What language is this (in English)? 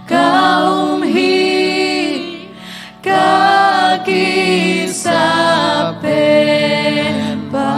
Tedim Chin